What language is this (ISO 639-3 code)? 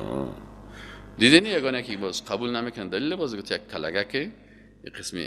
fas